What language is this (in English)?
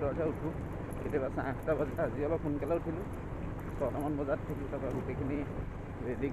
Assamese